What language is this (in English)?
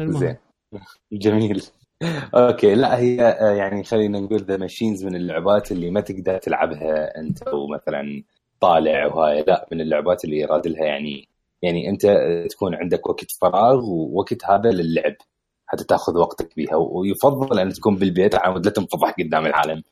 Mesopotamian Arabic